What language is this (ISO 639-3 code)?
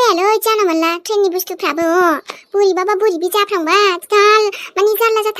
brx